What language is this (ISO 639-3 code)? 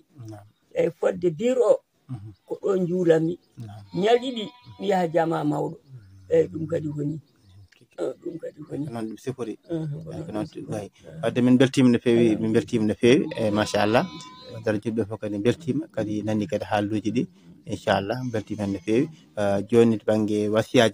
ful